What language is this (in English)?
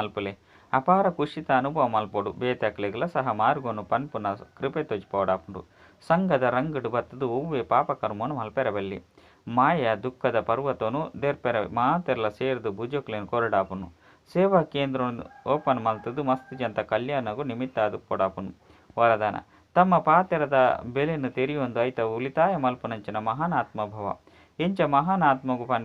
Tulu